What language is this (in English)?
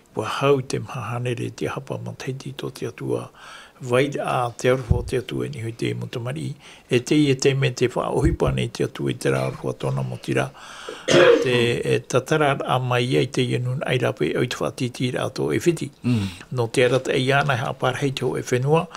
Tahitian